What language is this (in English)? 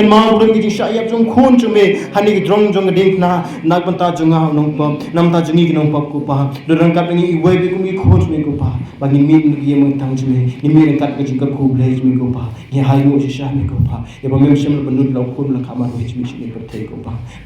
Khasi